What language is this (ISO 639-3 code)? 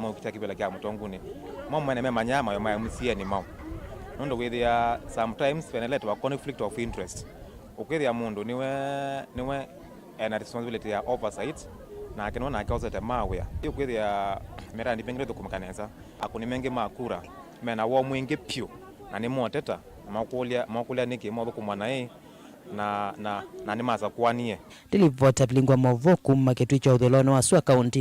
kam